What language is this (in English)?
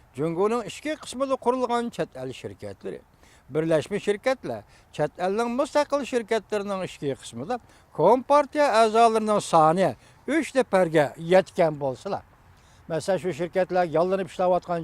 Uyghur